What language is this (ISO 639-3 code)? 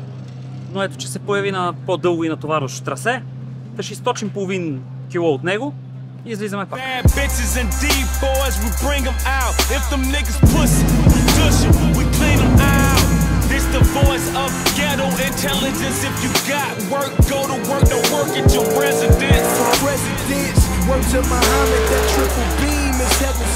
bul